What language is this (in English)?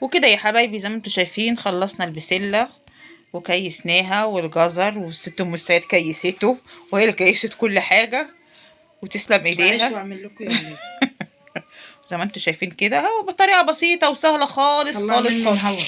Egyptian Arabic